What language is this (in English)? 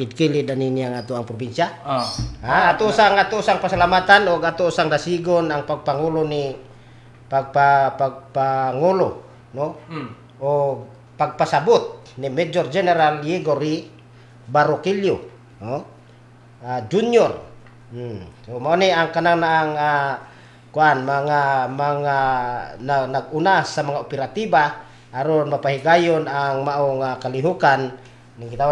Cebuano